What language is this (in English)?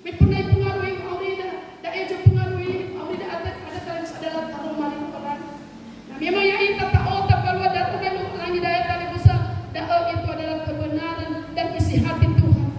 Nias